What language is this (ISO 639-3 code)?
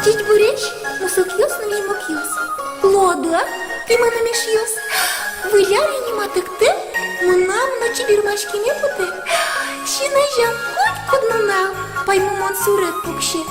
udm